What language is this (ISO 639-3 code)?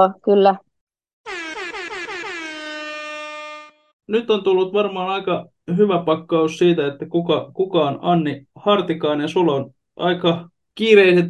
fin